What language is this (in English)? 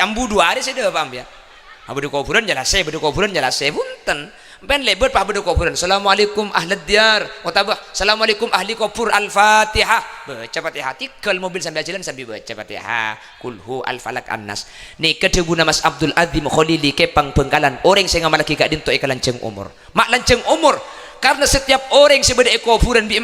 Madurese